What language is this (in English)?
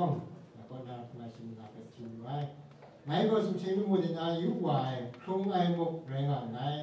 Kachin